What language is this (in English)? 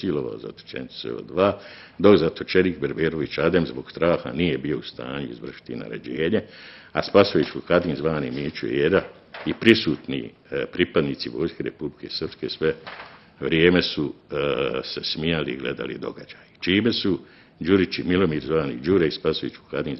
Bosnian